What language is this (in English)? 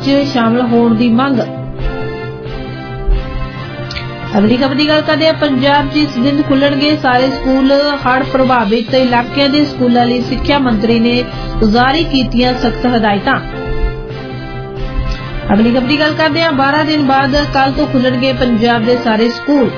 Punjabi